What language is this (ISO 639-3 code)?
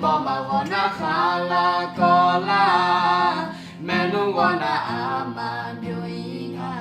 ahk